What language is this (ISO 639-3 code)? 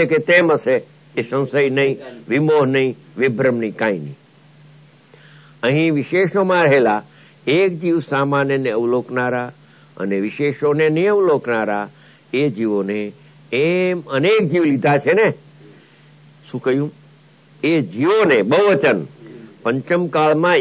guj